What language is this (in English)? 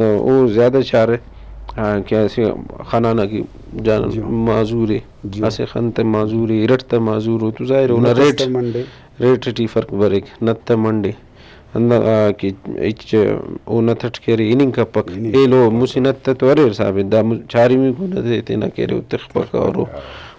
Brahui